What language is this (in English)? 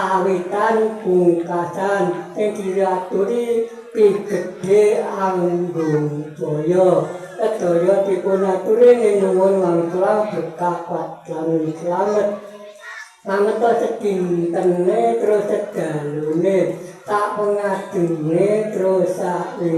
Javanese